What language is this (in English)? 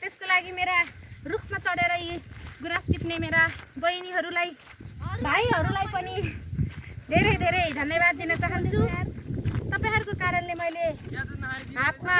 Nepali